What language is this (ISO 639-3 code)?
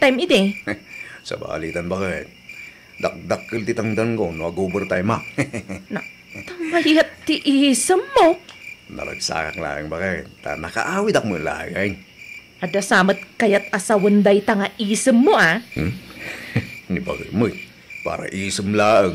ilo